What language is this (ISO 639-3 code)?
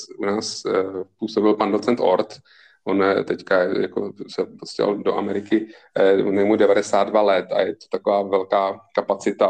ces